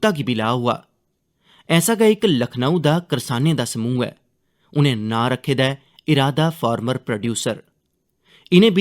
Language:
Dogri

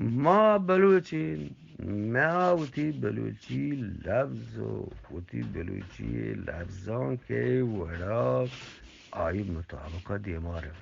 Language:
Eastern Balochi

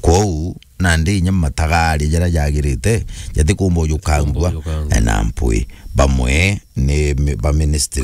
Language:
Meru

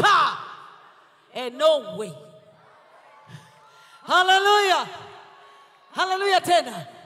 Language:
Kinyarwanda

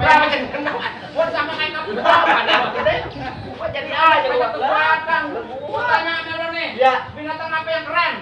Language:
Betawi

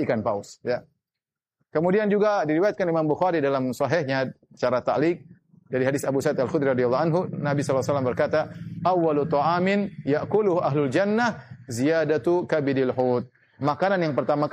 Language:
Indonesian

